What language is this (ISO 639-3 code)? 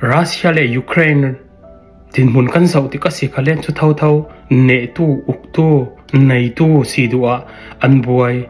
cfm